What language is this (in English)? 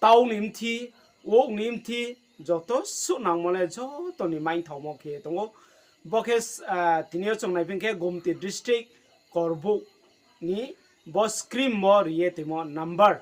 Riang (India)